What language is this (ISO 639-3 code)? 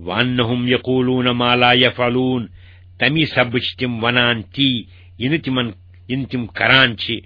kas